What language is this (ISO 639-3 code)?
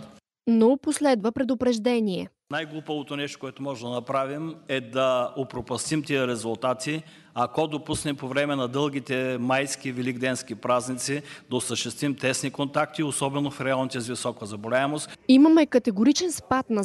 bul